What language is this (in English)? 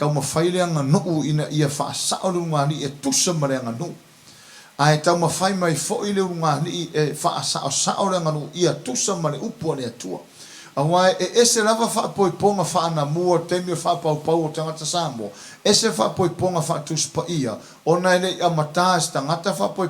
Samoan